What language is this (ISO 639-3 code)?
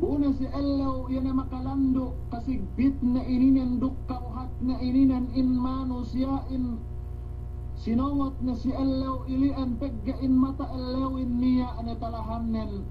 yka